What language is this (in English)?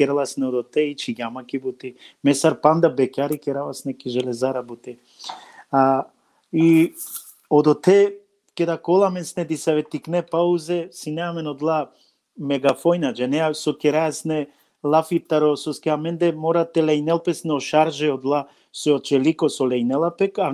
Balkan Romani